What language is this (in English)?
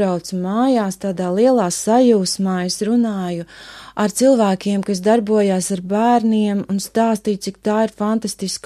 Latvian